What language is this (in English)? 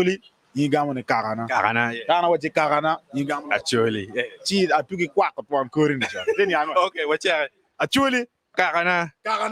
Acoli